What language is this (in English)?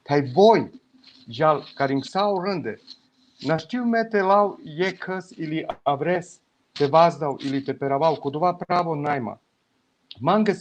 Balkan Romani